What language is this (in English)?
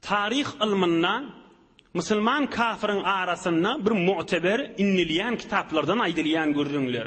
Turkmen